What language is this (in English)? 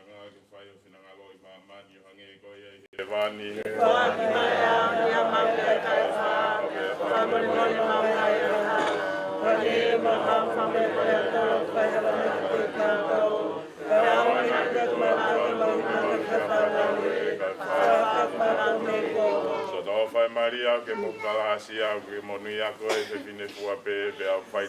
Tongan